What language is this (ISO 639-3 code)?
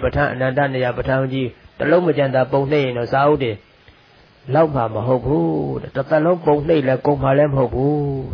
mya